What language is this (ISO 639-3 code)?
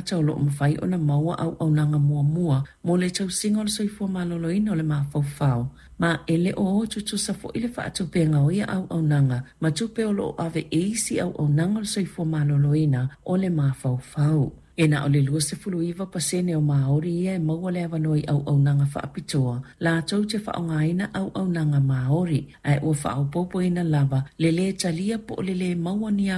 smo